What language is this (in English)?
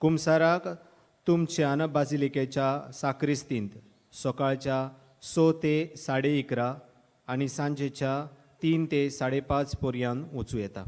Konkani